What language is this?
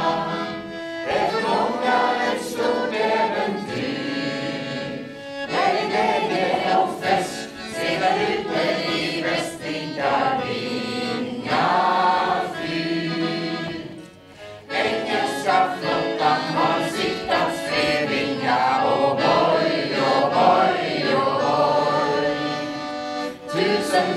Swedish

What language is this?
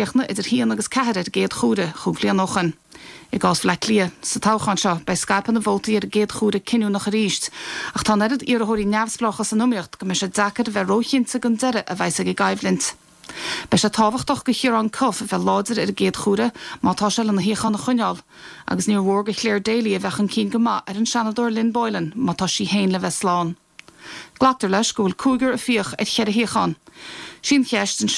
Irish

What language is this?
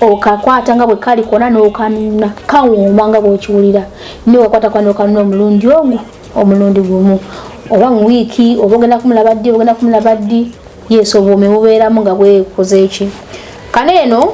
Ganda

